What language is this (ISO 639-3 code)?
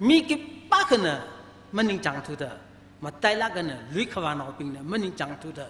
nmf